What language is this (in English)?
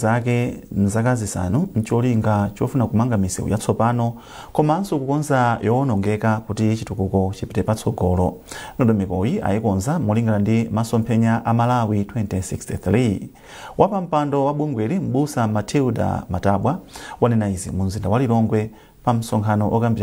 Nyanja